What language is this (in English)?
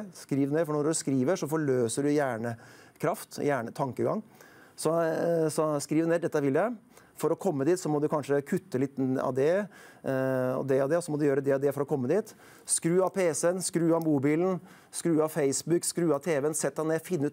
Norwegian